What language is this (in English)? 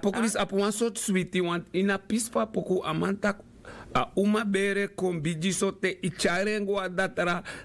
Sranan Tongo